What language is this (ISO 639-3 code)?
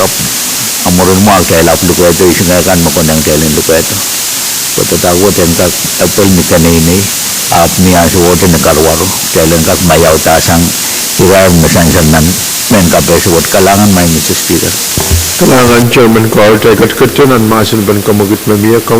pon